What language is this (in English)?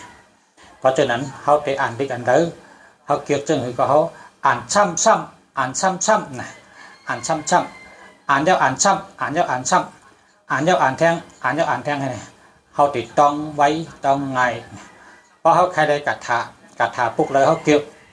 Shan